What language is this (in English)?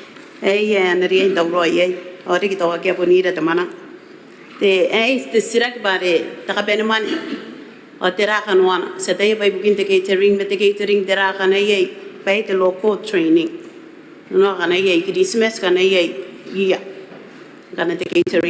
Gilbertese